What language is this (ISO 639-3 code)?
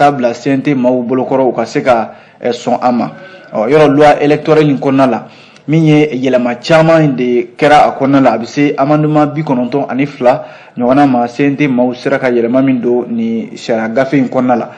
bam